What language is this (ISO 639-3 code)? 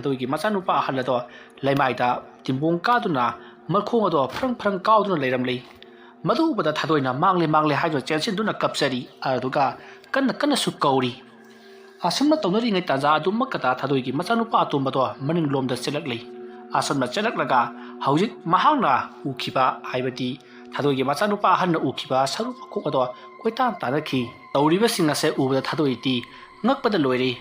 mni